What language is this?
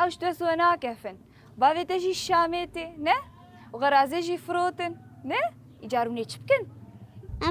Kurdish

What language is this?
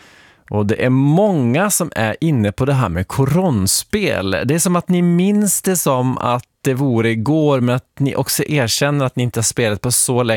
Swedish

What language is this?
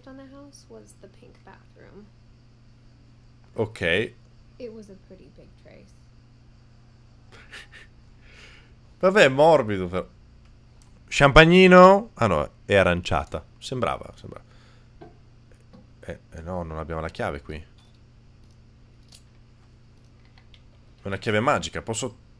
Italian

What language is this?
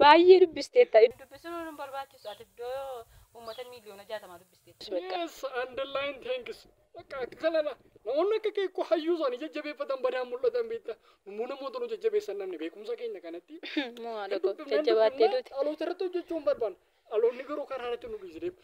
Oromo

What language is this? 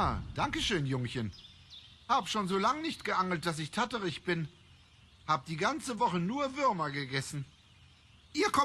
Swiss German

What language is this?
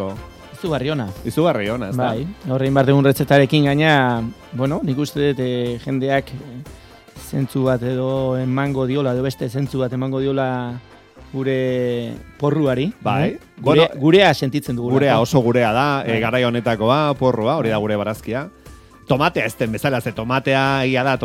Basque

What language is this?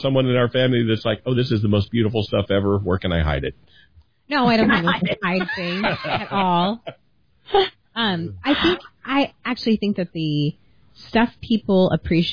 English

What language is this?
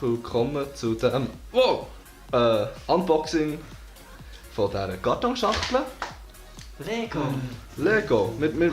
Swiss German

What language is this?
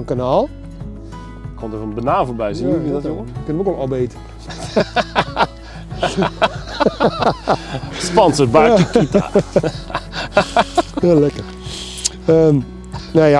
Dutch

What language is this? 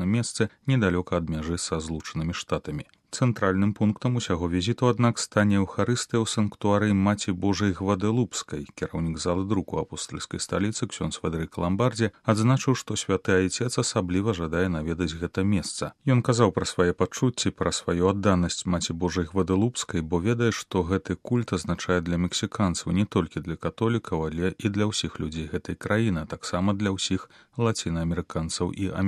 Belarusian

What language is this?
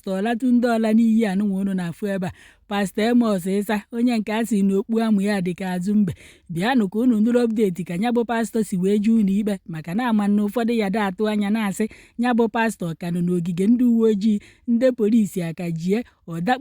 Igbo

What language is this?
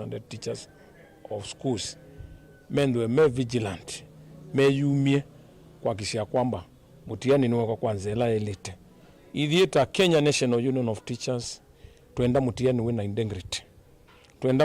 Kamba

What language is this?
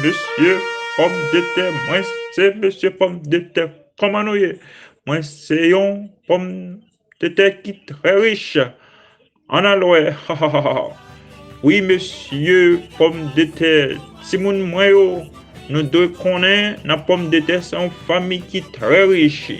Haitian Creole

